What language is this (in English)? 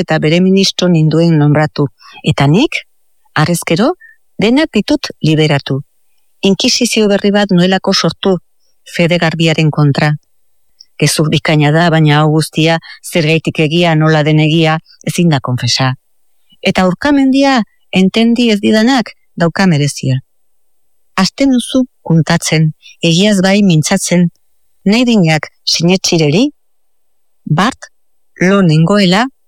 Basque